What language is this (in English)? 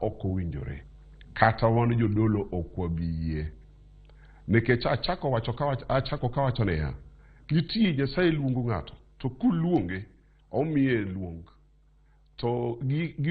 Luo (Kenya and Tanzania)